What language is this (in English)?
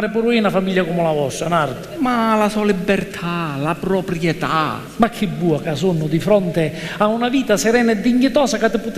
Sicilian